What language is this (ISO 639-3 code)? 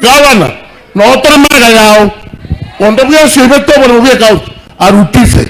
guz